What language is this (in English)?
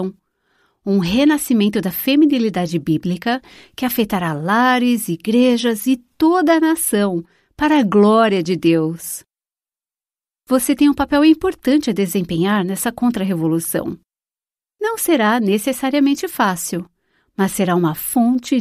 Portuguese